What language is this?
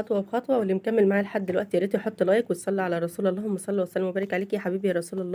Egyptian Arabic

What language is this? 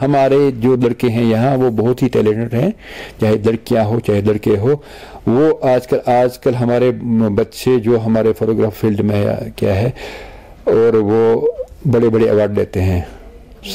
Urdu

